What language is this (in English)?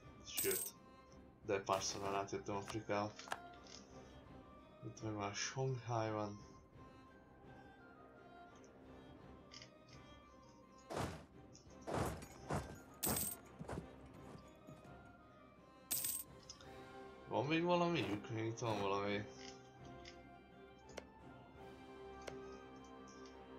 Hungarian